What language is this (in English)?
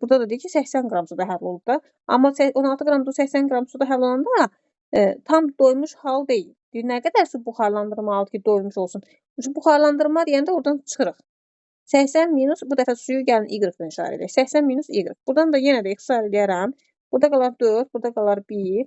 Azerbaijani